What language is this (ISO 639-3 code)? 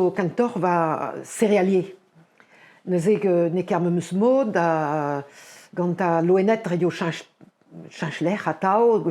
bre